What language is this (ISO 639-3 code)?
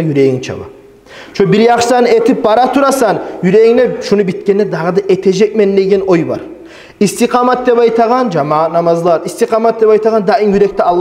kum